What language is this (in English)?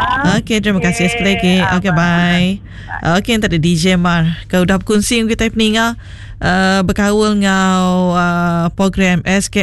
Iban